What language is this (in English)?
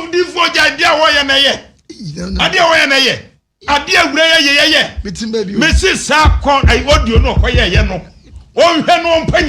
Akan